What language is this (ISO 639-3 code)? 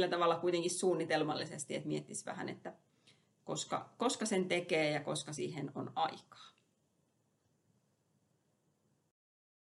fin